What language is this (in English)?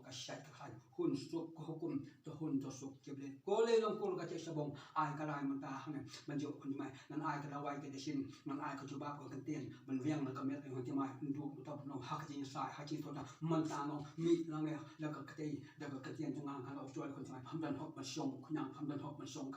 Khasi